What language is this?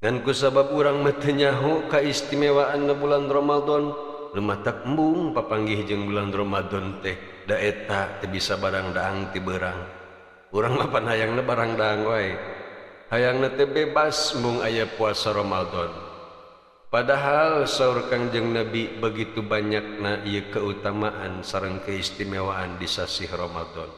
Sundanese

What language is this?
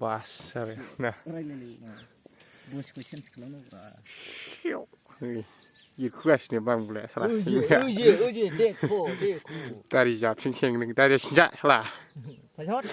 Bodo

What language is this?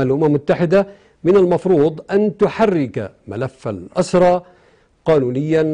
Arabic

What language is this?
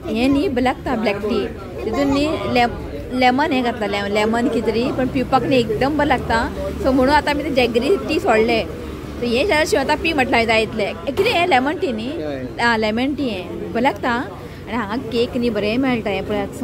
Konkani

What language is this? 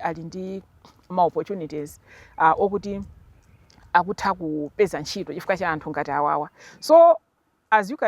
Nyanja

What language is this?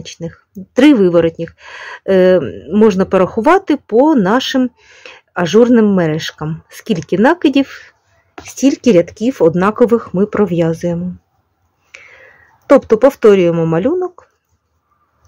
Ukrainian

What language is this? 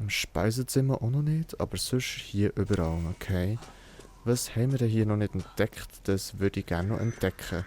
Swiss German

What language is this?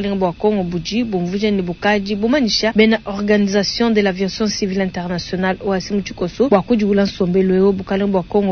Luba-Lulua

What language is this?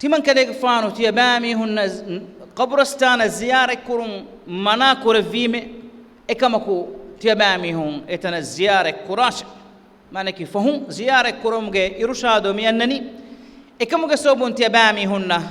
Divehi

